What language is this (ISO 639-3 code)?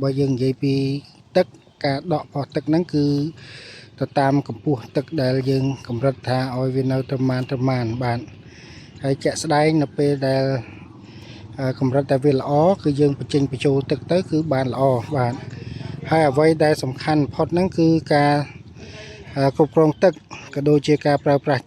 khm